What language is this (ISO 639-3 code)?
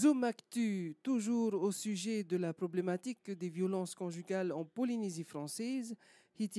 tah